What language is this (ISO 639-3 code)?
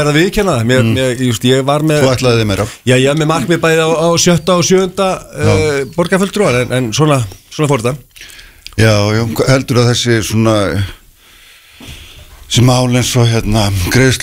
isl